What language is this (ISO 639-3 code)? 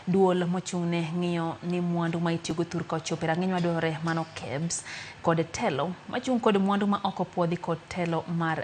luo